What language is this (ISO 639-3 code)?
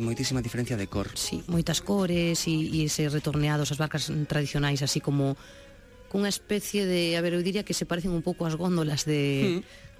glg